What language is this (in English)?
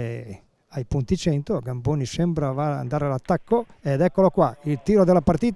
Italian